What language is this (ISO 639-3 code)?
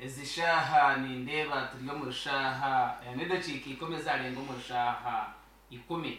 nyn